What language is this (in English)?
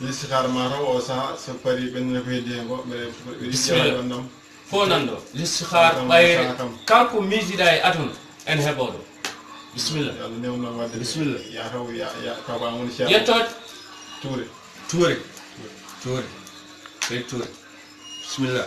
Fula